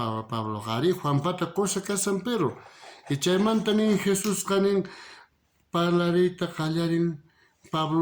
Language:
South Bolivian Quechua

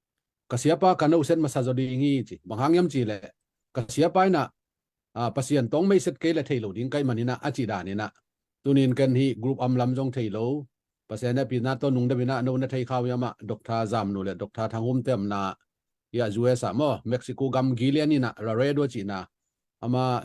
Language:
Tedim Chin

